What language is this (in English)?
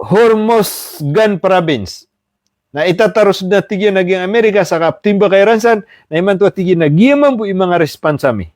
Maranao